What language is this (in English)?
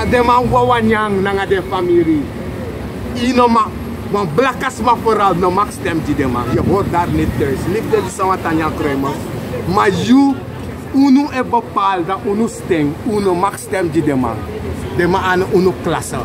Sranan Tongo